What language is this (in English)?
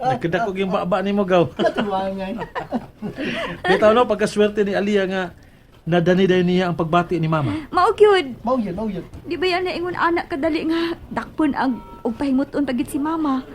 Cebuano